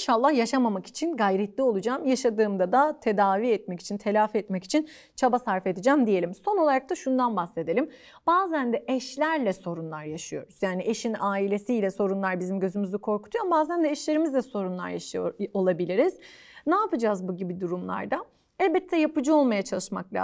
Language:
Turkish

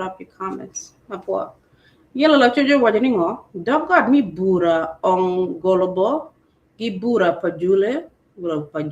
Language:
Acoli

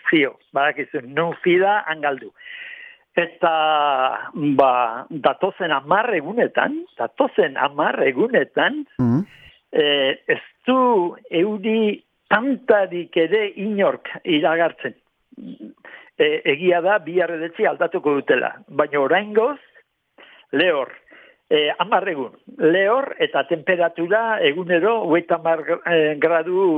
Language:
Basque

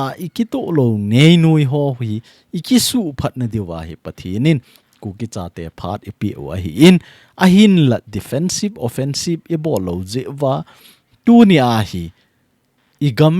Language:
Thado Chin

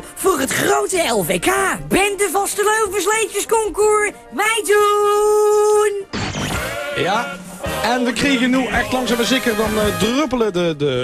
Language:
Limburgish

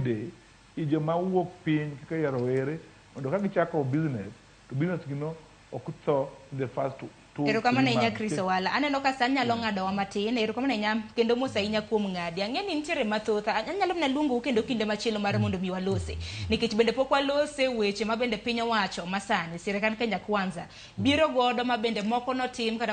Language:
Luo (Kenya and Tanzania)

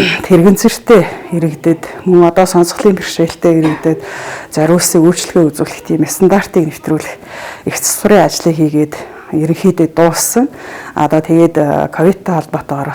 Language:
Mongolian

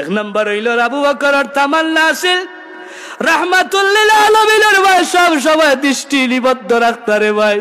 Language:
Sylheti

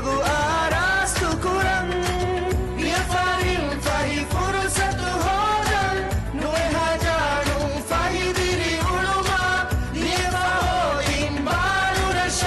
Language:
Divehi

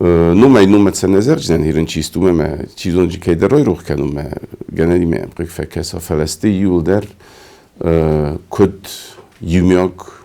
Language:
Ossetic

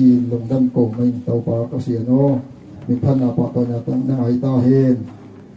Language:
Tedim Chin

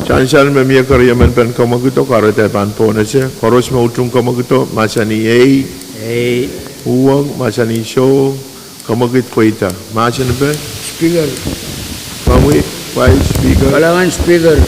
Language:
Pohnpeian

